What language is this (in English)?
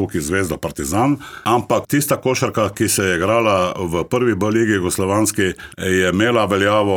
Slovenian